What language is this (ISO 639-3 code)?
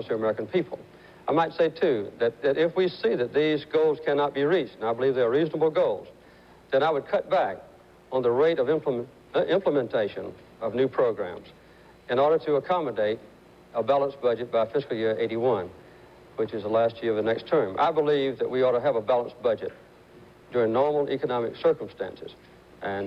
eng